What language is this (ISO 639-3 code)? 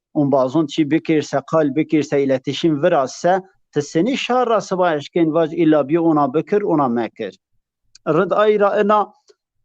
zza